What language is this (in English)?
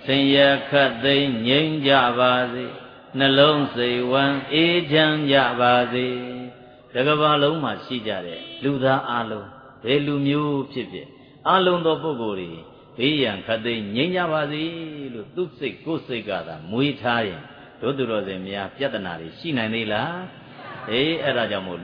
Burmese